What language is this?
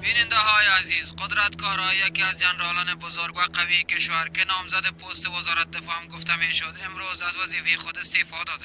Persian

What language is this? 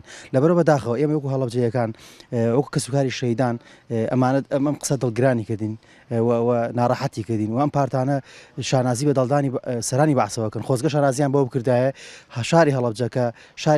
Central Kurdish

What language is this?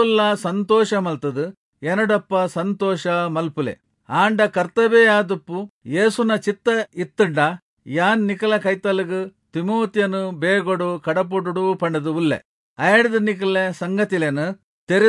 Tulu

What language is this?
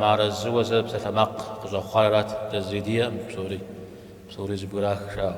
Kabardian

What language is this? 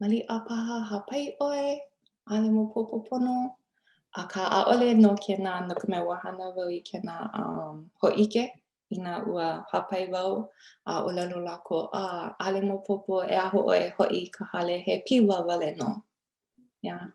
Hawaiian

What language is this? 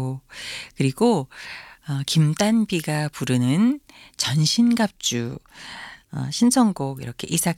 Korean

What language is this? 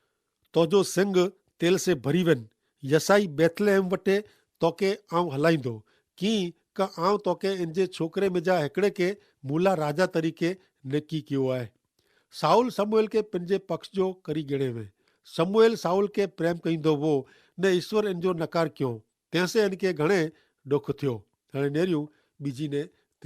Kachhi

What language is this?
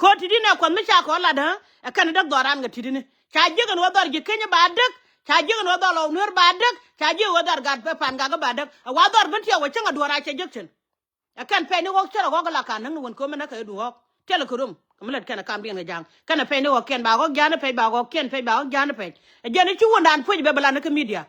Nuer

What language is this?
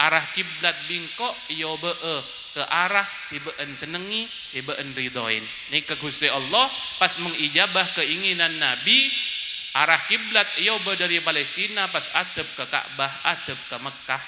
Madurese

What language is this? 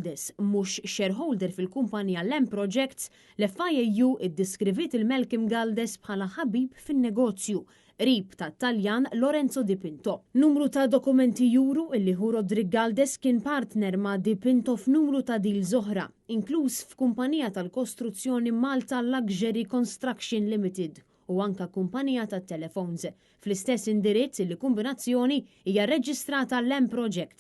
Maltese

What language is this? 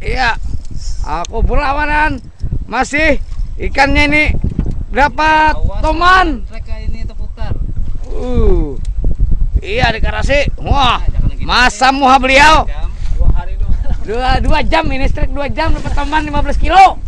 Banjar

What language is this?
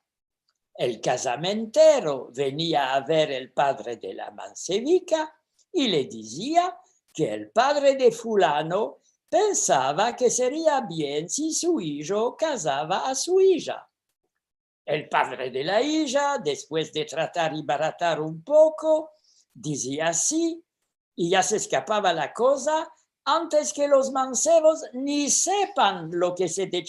Ladino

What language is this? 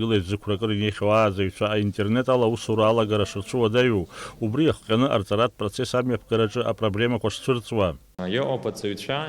Abkhazian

